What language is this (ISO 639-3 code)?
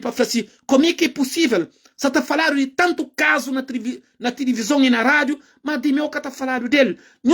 kea